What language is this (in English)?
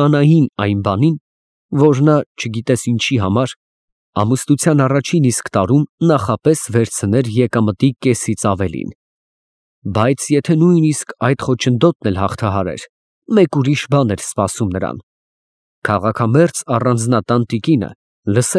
Armenian